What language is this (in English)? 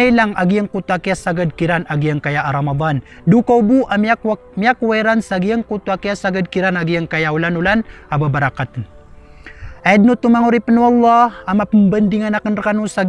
Maranao